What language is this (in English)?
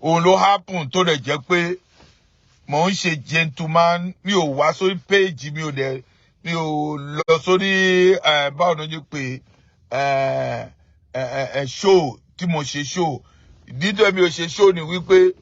Yoruba